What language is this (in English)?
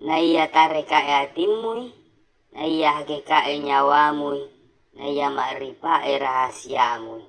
Buginese